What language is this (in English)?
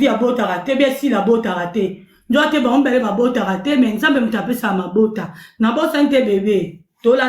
Lingala